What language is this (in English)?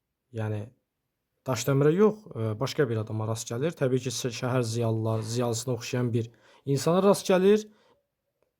Azerbaijani